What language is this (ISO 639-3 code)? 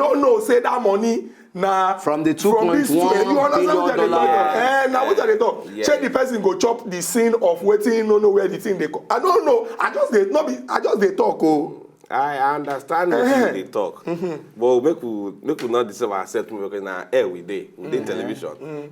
pcm